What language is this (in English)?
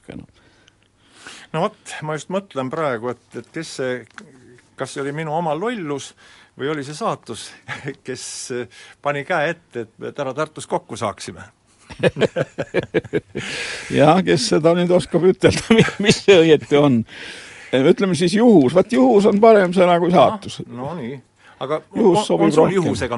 Estonian